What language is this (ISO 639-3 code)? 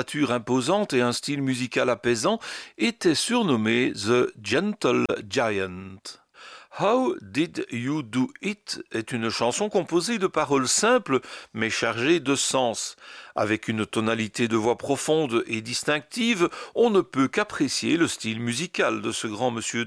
fra